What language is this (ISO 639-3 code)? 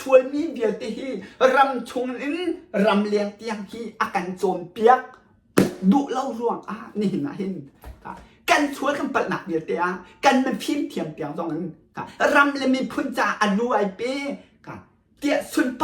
cnh